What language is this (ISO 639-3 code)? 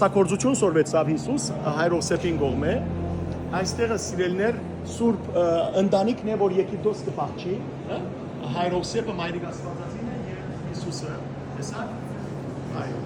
hyw